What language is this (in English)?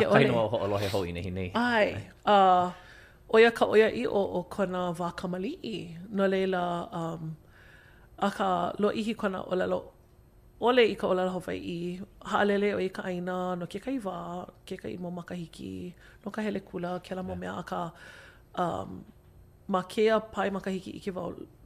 Hawaiian